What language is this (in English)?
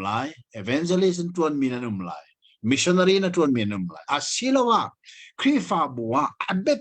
Hakha Chin